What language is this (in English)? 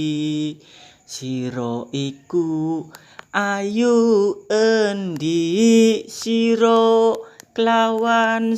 Javanese